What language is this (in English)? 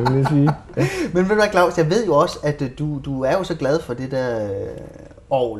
Danish